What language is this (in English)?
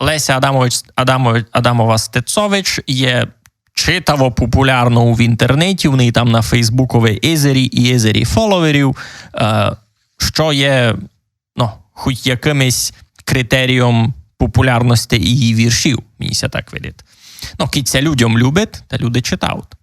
Rusyn